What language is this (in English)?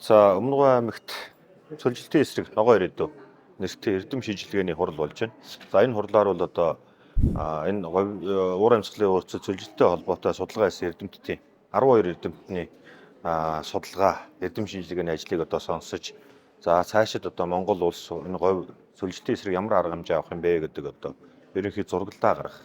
Mongolian